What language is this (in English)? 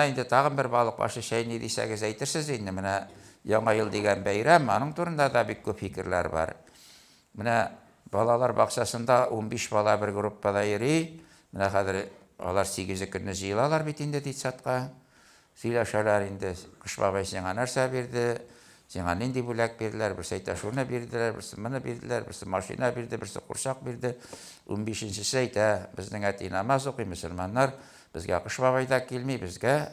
Tatar